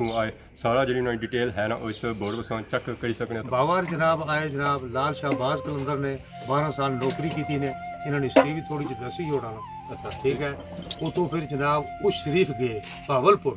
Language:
Pahari-Potwari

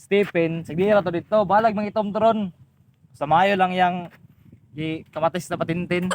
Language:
Cebuano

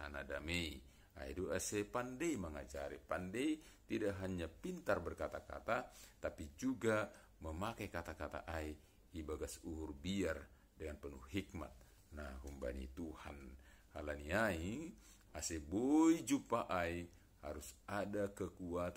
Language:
Batak Simalungun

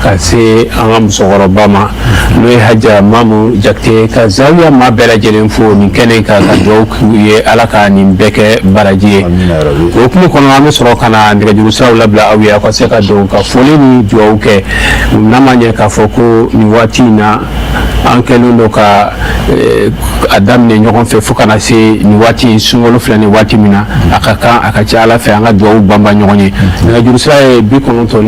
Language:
Bambara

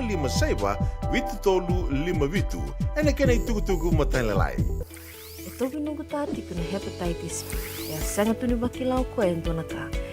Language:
Fijian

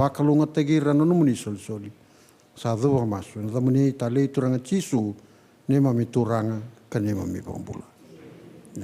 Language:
Fijian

